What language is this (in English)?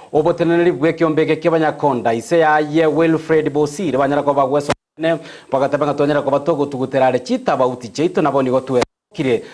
Gusii